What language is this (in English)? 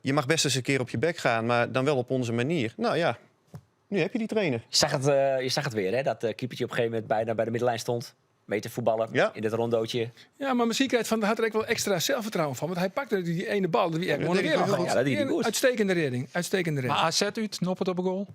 Western Frisian